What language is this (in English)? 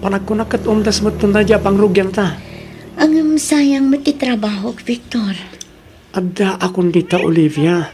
Iloko